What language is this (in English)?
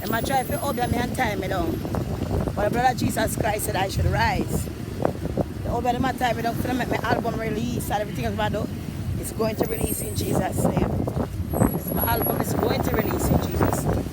Jamaican Creole English